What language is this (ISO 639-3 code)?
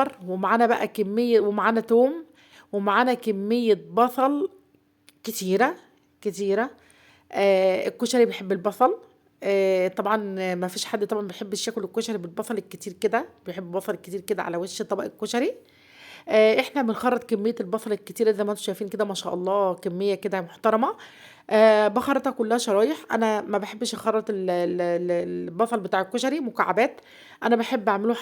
arz